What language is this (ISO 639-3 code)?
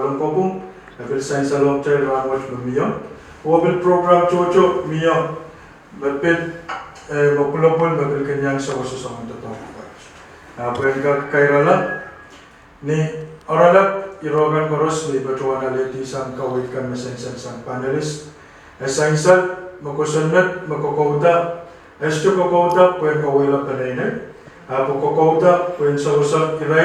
pon